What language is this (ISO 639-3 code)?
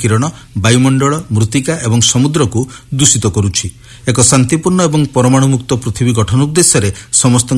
ori